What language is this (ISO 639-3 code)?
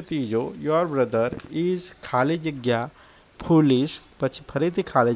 guj